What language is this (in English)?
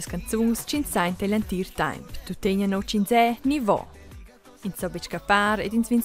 Romansh